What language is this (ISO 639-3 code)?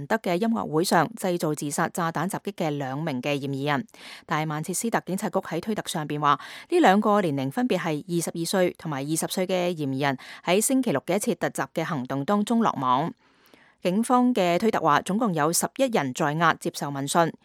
yue